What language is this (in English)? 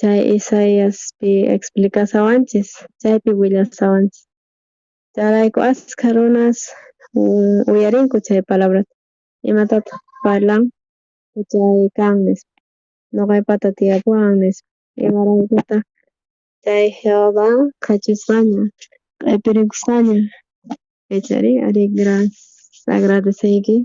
South Bolivian Quechua